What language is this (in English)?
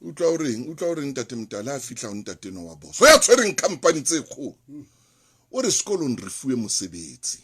Southern Sotho